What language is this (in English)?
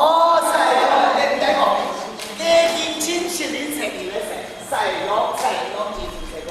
Kachin